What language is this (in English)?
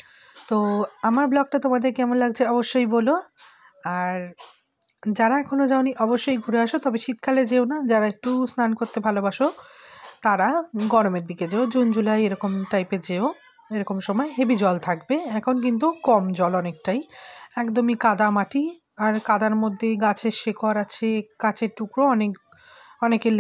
Bangla